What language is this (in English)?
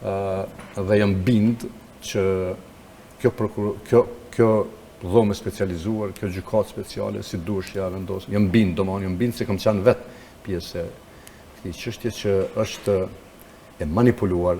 Albanian